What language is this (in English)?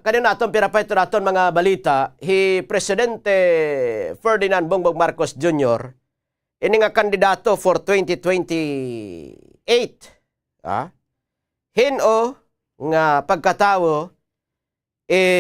Waray